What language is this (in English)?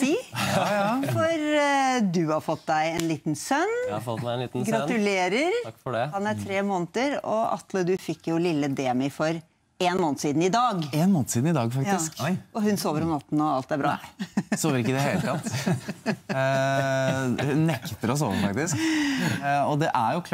Norwegian